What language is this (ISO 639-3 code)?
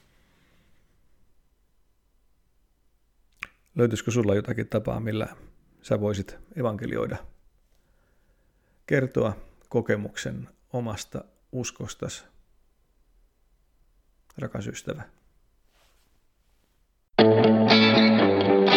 fin